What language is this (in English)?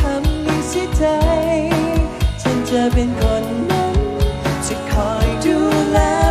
Thai